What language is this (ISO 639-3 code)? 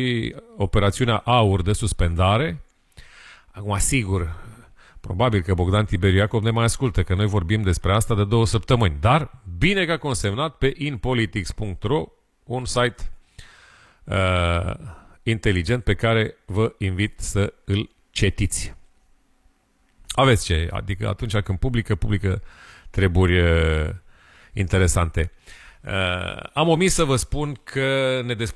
ron